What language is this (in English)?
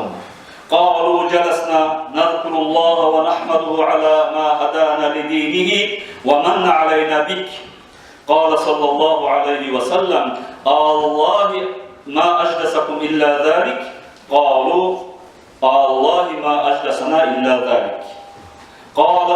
Kumyk